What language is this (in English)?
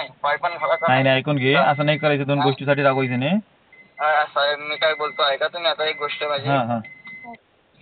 Marathi